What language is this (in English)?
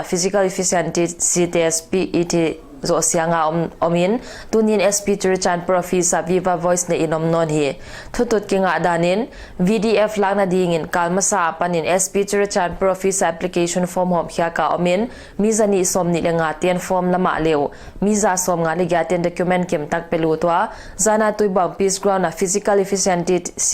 Paite Chin